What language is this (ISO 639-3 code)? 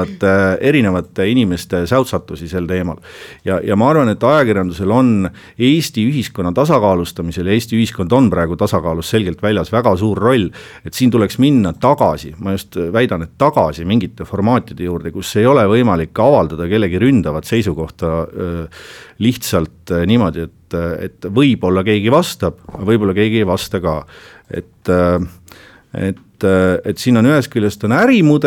est